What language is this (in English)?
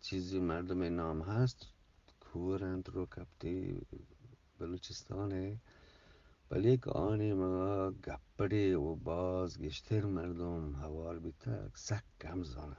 Eastern Balochi